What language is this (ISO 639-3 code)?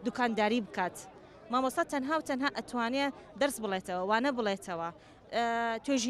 ckb